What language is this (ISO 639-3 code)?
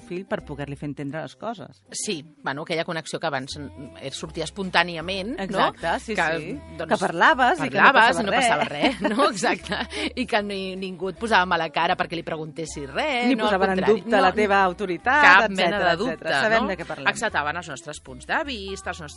cat